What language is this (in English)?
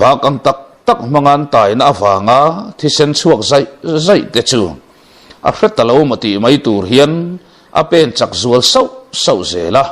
Mizo